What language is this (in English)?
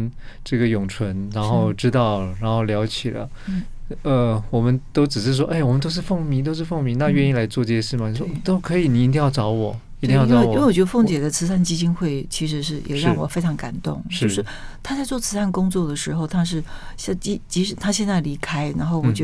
Chinese